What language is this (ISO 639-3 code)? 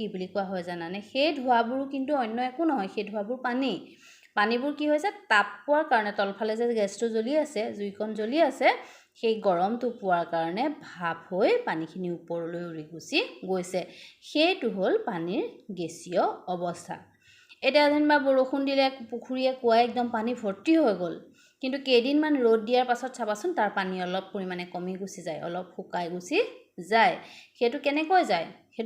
asm